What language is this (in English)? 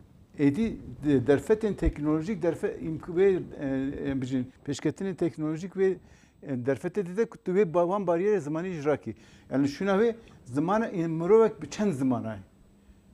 Kurdish